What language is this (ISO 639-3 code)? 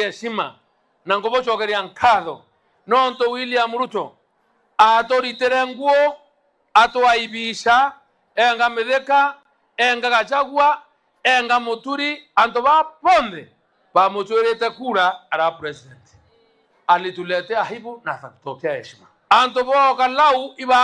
mer